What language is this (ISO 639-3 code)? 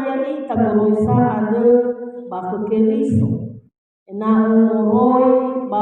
nia